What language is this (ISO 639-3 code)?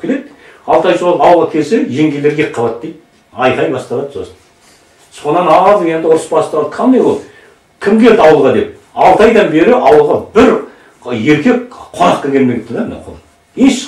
kaz